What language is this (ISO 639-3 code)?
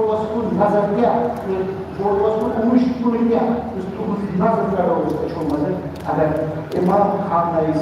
kas